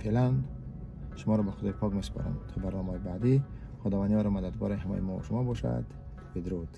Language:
Tajik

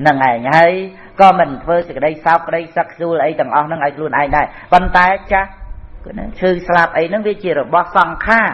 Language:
Khmer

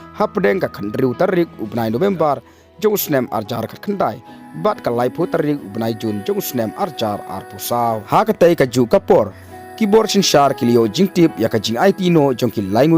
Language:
Khasi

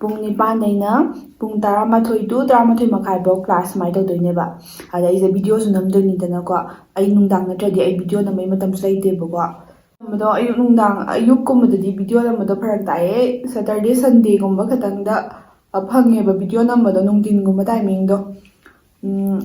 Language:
Manipuri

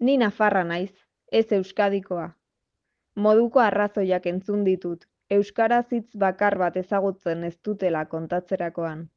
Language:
Basque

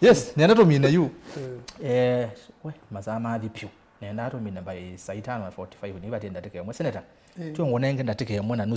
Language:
Kamba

